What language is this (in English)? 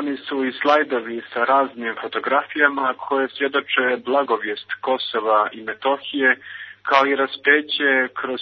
Serbian